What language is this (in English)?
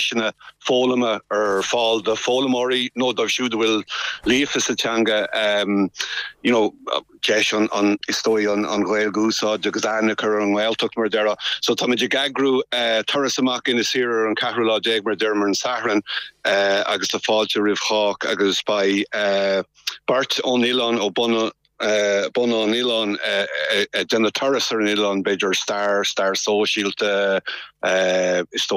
Irish